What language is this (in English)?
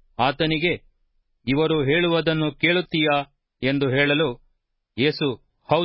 Kannada